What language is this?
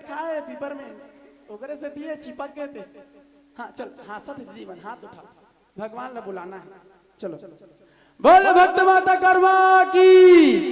Chhattisgarhi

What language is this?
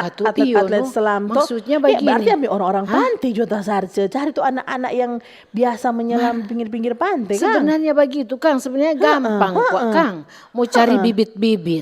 Manado Malay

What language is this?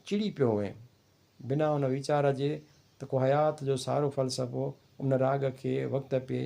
Sindhi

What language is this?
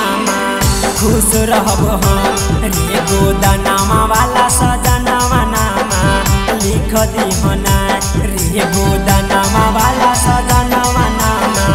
Bhojpuri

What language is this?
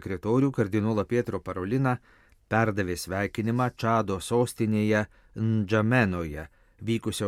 Lithuanian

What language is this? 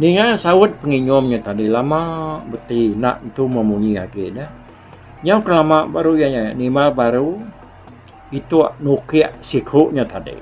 Iban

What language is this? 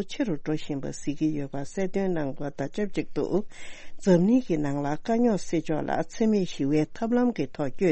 Tibetan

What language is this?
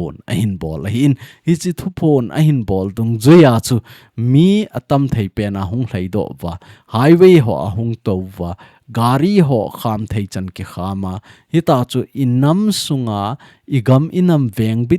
Thado Chin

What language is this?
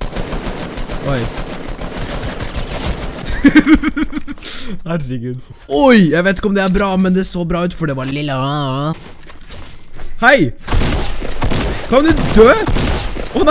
Norwegian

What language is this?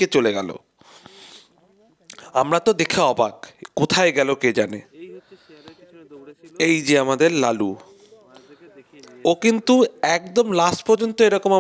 Bangla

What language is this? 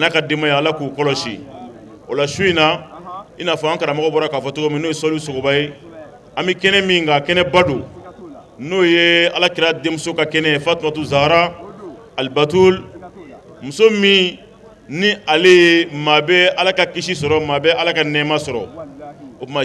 Bambara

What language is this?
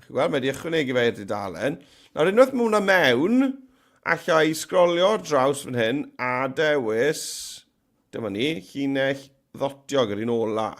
Welsh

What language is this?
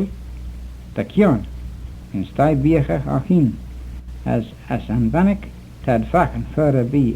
Manx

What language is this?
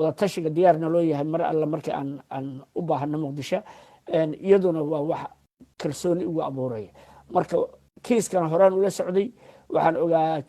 Somali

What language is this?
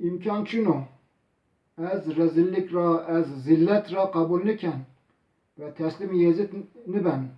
Zaza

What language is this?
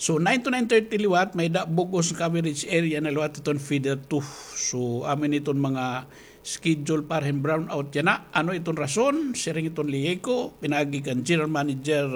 Waray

